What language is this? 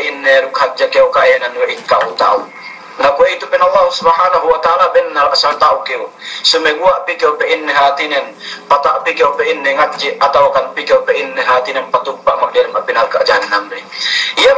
Yakan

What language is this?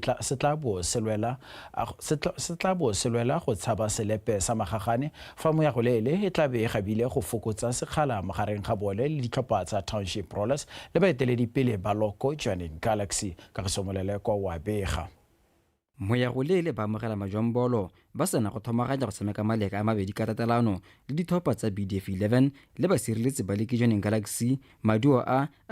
Tswana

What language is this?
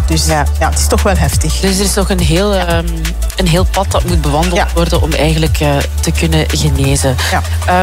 Dutch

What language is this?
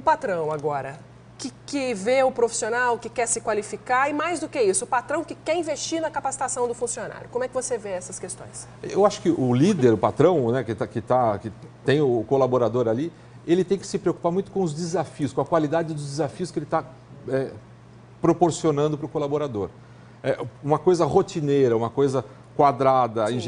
Portuguese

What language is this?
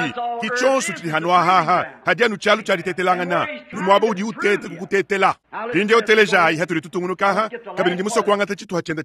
Luba-Lulua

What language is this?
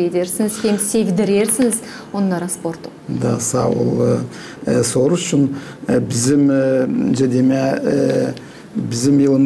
Gagauz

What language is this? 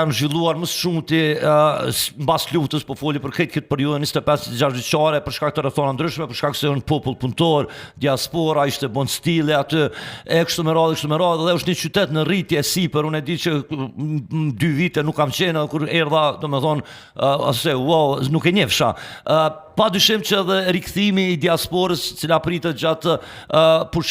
Albanian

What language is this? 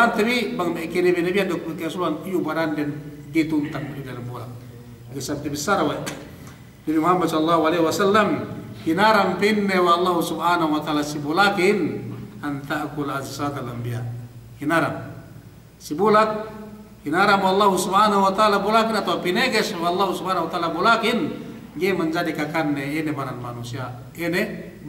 Yakan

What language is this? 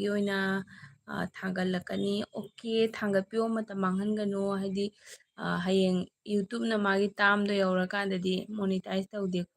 Manipuri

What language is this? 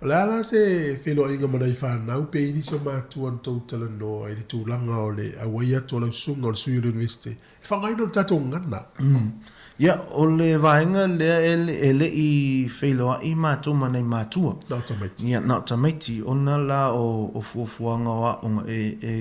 Samoan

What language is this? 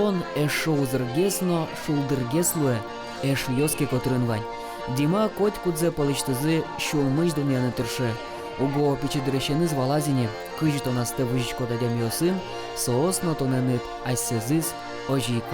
Udmurt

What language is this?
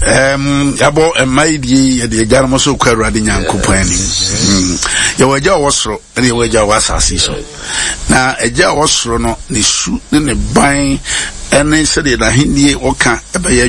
Akan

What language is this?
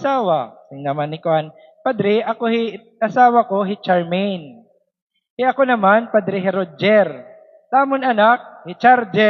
Waray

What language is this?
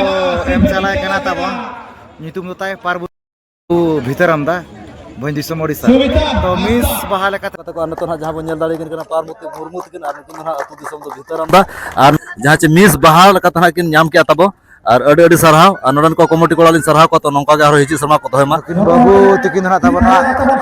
Santali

